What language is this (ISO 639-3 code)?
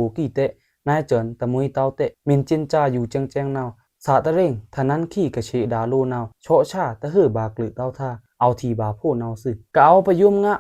blk